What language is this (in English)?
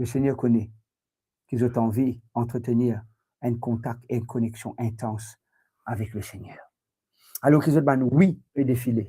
Morisyen